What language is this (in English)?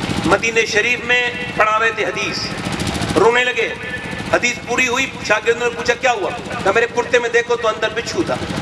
Urdu